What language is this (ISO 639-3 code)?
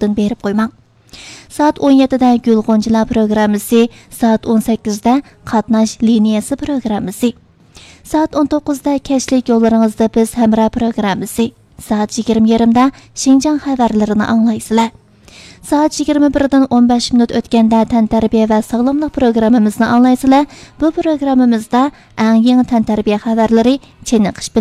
uig